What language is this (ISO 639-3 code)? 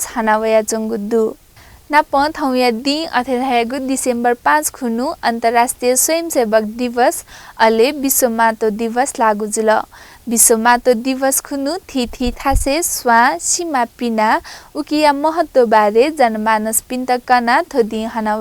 new